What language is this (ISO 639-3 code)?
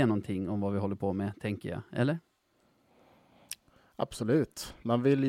swe